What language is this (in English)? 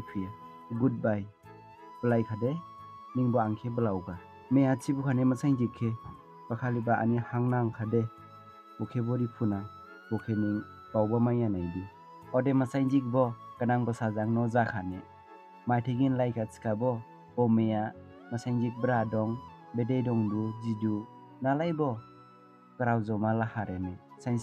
Dimasa